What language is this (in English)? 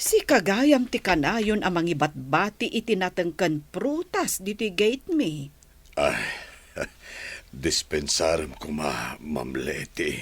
Iloko